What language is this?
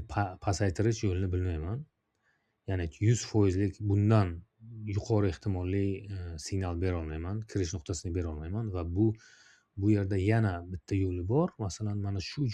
Uzbek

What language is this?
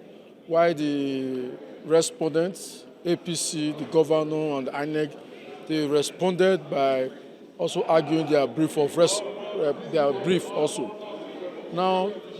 Nigerian Pidgin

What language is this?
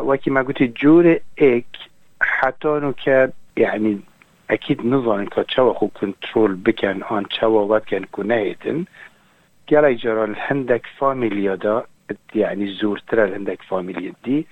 Kurdish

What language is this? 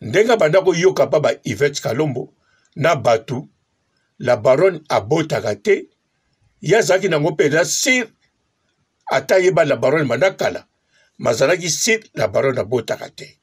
Lingala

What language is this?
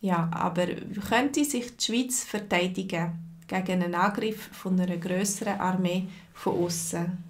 Swiss German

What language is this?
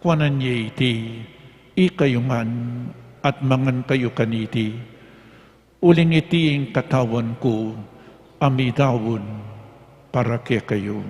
Pampanga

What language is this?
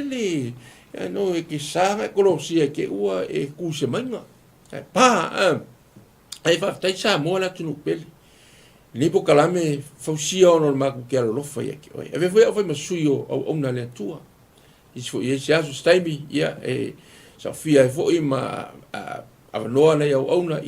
Samoan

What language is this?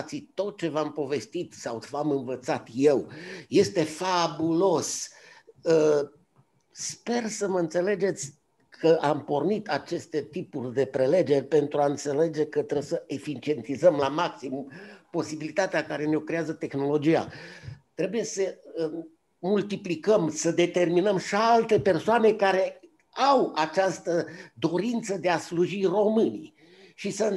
Romanian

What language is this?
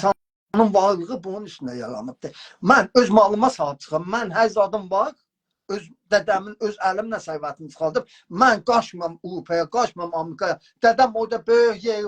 South Azerbaijani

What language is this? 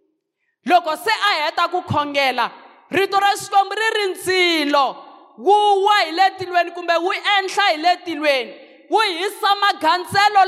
Tsonga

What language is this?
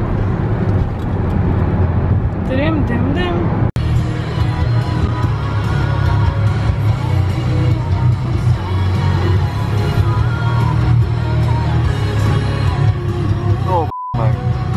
Hungarian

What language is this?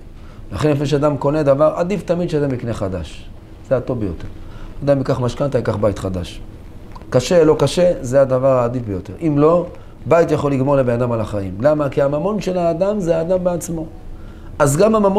Hebrew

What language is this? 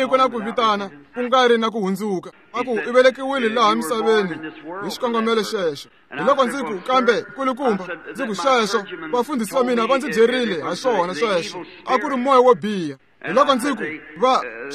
Tsonga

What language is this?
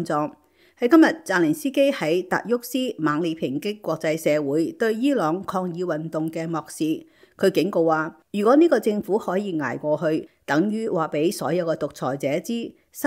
Cantonese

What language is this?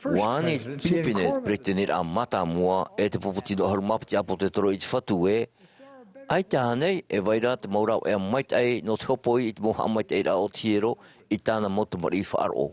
Tahitian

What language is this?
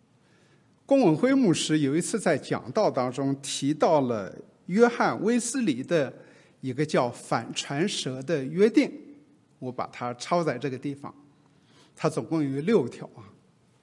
Chinese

